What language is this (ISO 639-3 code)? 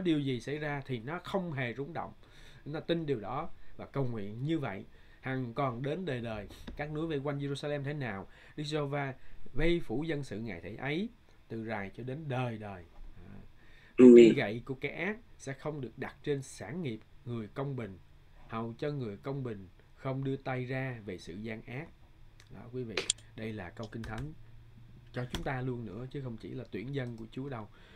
vie